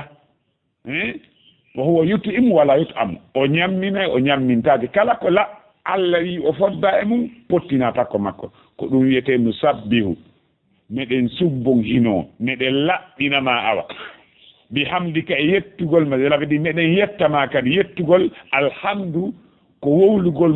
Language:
Fula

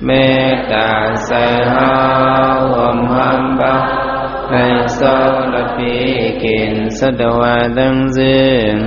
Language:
Shan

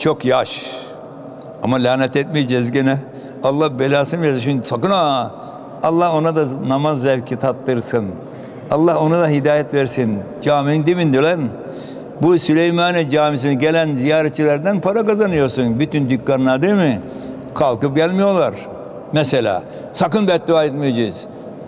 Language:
Turkish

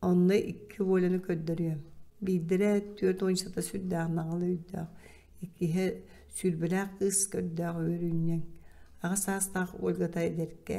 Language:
Yakut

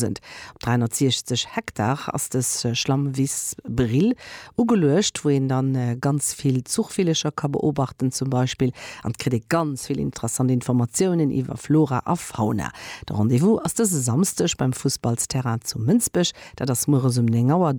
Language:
Luxembourgish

